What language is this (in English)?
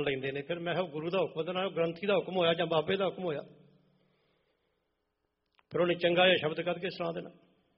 Punjabi